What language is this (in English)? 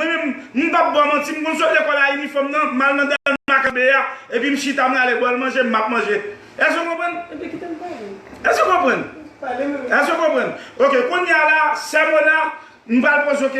Haitian Creole